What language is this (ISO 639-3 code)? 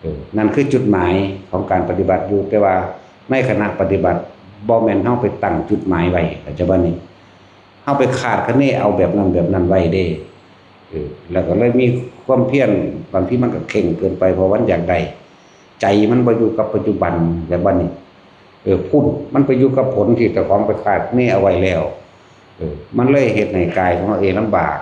tts